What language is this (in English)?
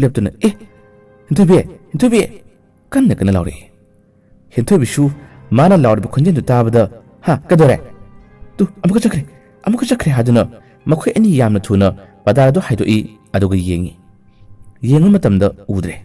Manipuri